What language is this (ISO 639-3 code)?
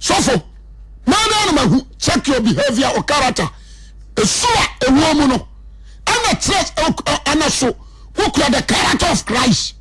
aka